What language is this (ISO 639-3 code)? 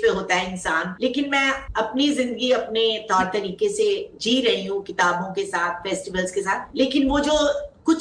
hin